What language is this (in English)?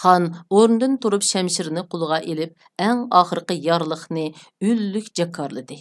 Uyghur